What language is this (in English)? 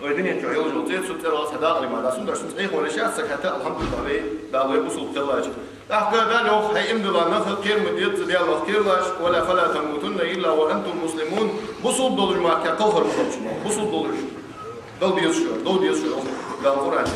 Ingush